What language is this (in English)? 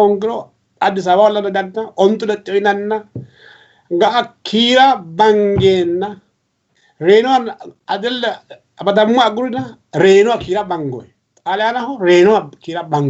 Sidamo